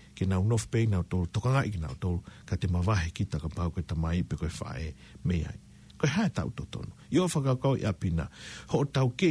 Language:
Tongan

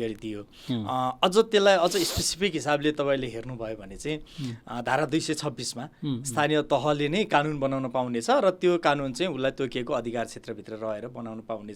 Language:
Nepali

